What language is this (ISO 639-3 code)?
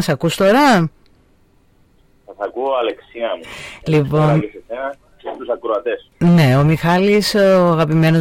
ell